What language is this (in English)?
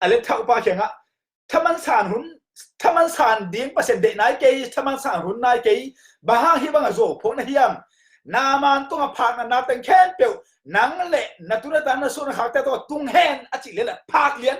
Tedim Chin